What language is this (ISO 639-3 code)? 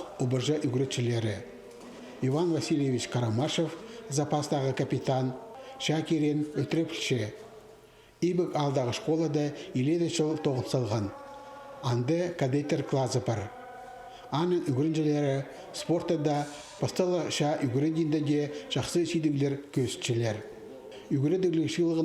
kjh